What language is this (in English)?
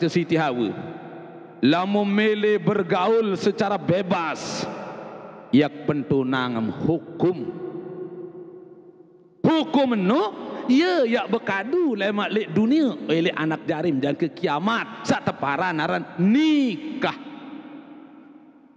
Sasak